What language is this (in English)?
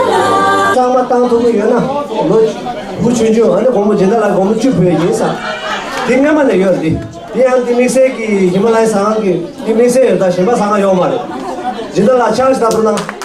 Tibetan